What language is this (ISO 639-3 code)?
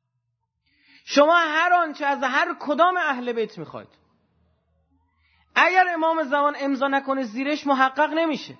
fas